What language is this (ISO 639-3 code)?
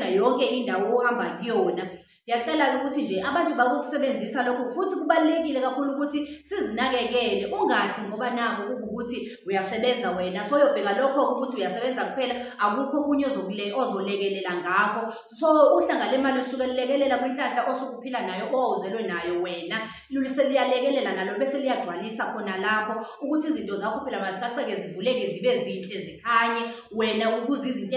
zul